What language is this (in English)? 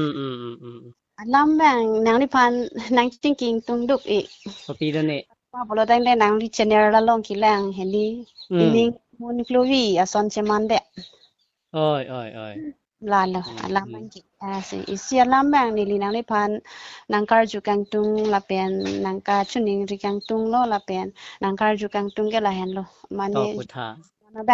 Karbi